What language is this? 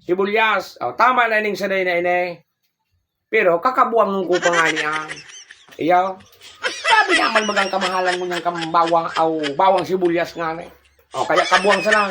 Bikol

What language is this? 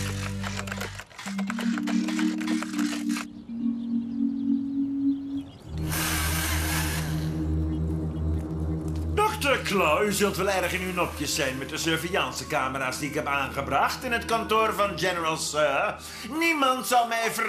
Dutch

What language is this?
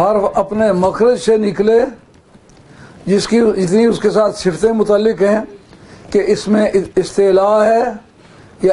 Urdu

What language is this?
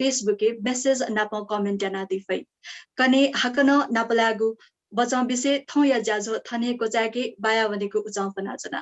Newari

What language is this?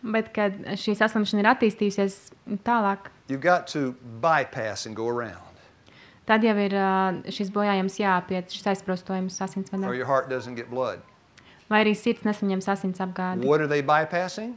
Latvian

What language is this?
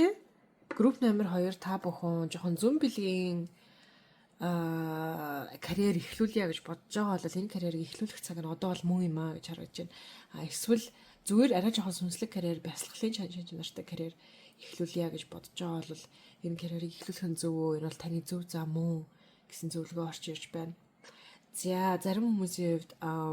Mongolian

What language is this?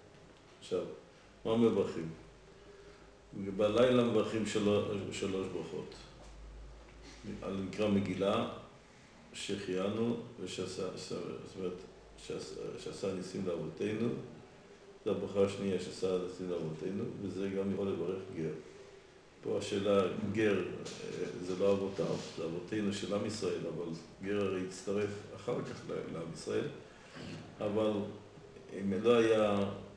Hebrew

